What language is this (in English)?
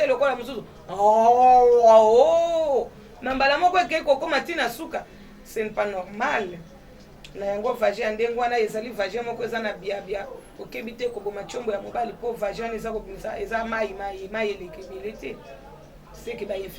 Lingala